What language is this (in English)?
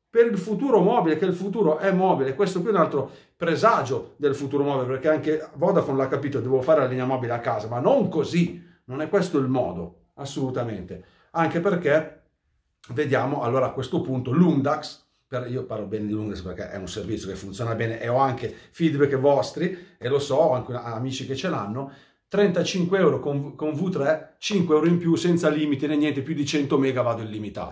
Italian